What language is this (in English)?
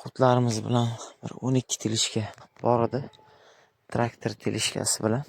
Uzbek